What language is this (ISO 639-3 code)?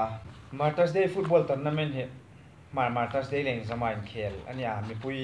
hmr